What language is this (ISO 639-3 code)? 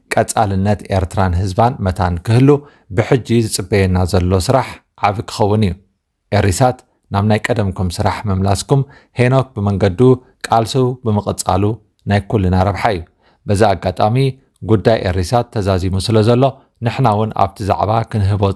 tir